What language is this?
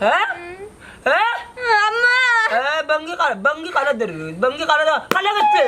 Sylheti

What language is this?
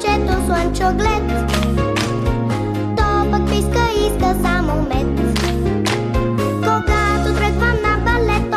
Bulgarian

